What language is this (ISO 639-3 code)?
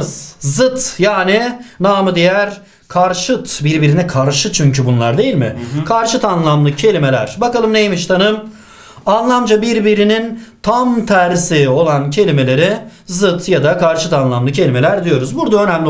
tur